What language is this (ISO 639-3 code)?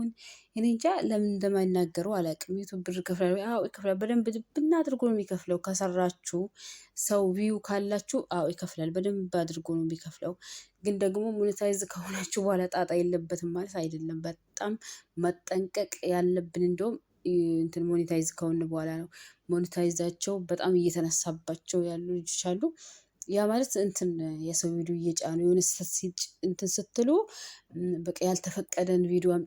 amh